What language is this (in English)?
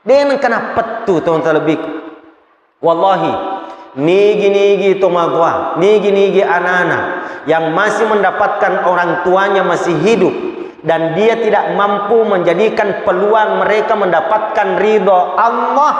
Buginese